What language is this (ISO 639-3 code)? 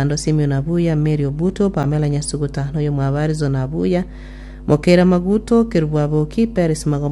guz